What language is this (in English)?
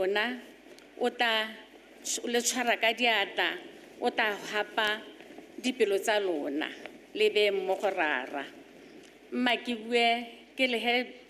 Tswana